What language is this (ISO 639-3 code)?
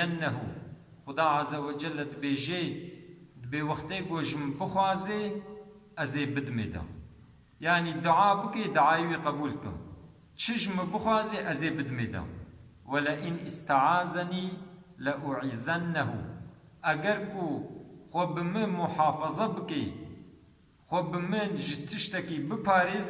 kur